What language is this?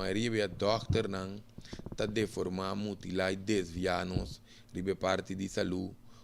Papiamento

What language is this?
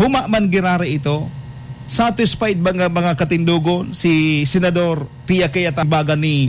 Bikol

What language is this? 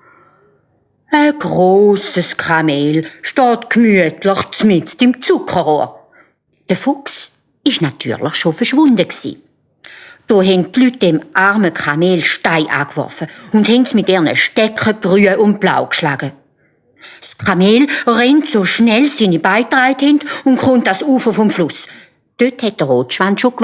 Swiss German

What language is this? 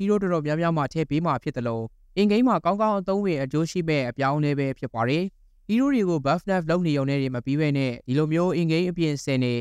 Burmese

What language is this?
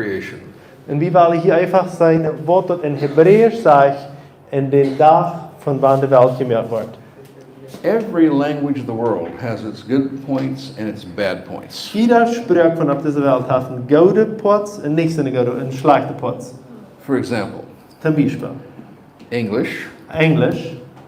Plautdietsch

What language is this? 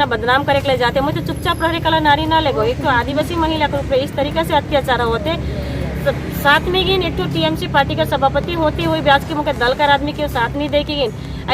Sadri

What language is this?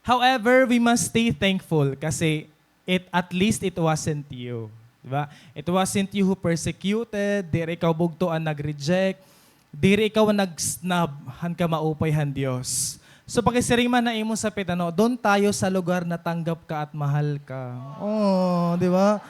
Waray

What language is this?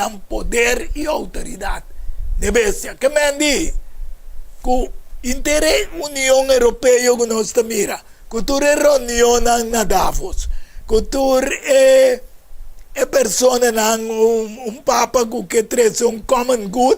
Papiamento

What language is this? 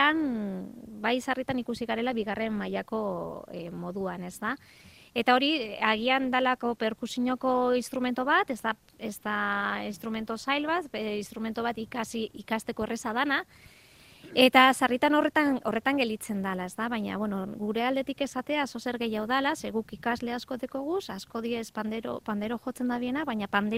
Basque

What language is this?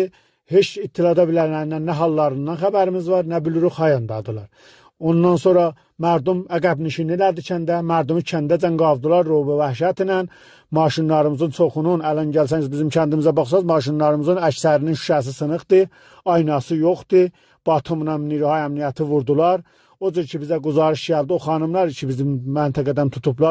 South Azerbaijani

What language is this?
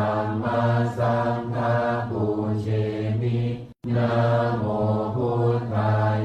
Pali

